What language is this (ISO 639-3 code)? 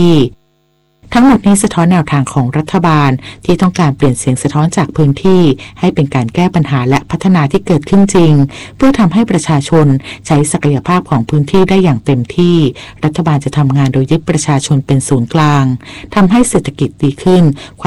tha